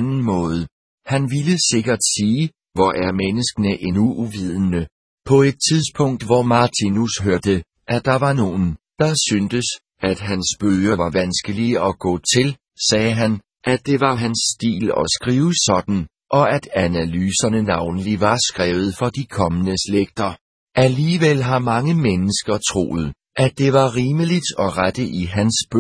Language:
Danish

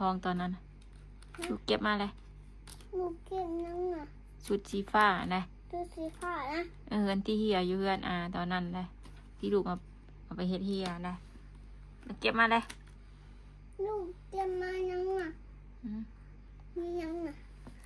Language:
Northeastern Thai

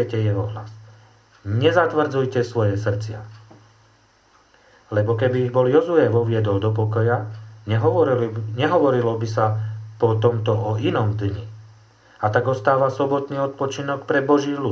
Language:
Slovak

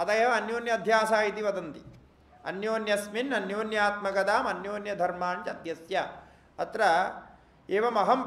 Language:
Sanskrit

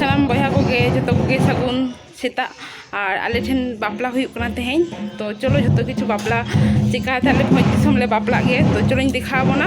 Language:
Santali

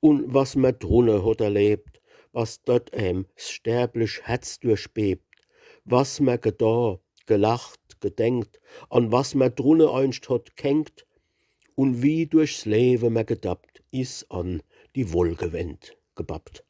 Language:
Palatine German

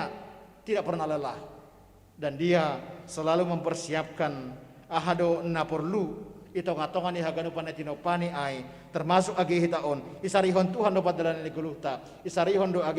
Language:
Batak Simalungun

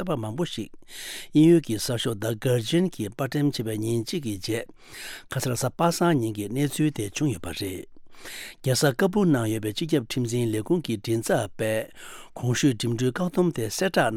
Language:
Tibetan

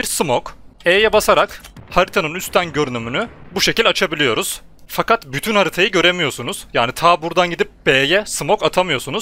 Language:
Turkish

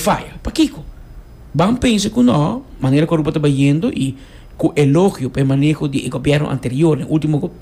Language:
Papiamento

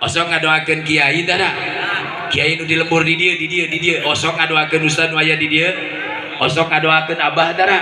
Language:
Sundanese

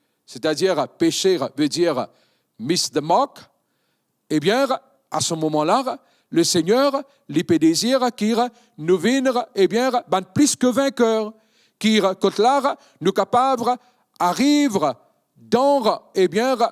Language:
Morisyen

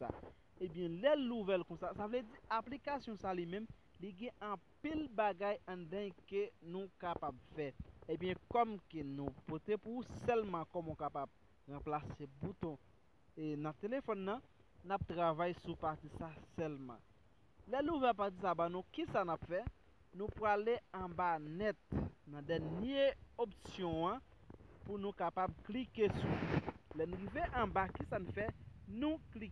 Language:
Haitian Creole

